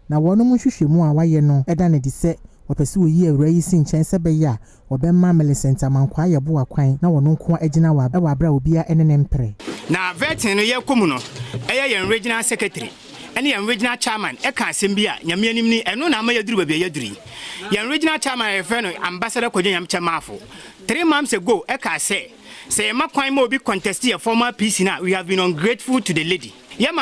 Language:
Akan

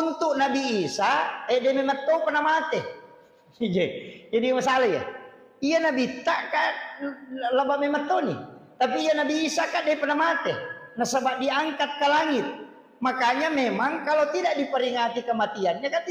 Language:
Buginese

